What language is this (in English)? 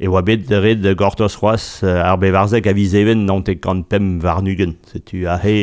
Breton